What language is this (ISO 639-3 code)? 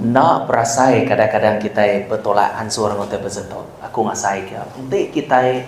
iba